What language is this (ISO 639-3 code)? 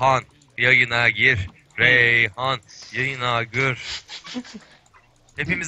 tur